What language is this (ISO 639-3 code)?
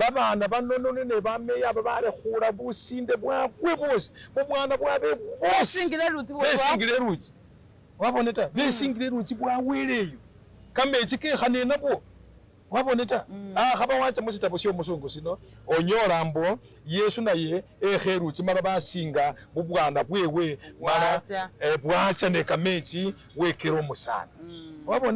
myx